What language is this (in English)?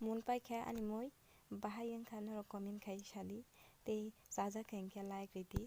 Kok Borok